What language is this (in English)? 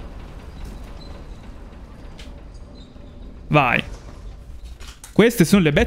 Italian